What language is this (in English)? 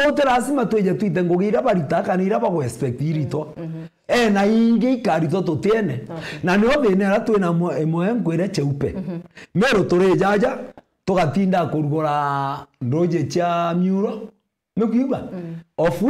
Meru